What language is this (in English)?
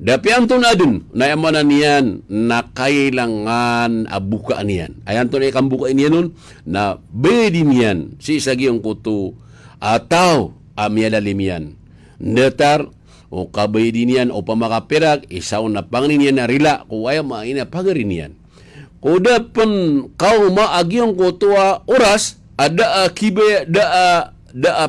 Maranao